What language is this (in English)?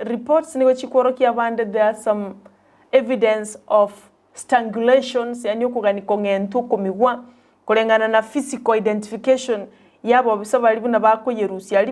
Gusii